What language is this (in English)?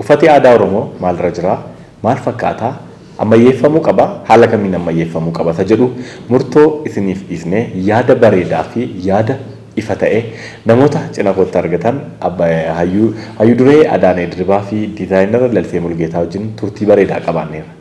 Oromo